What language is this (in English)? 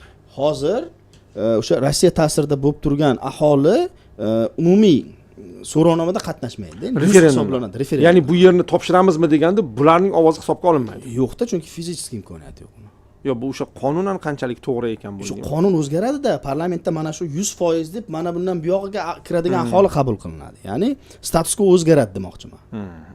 Uzbek